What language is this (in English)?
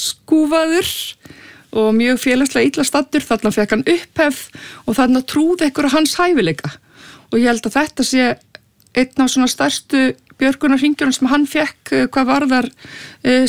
Icelandic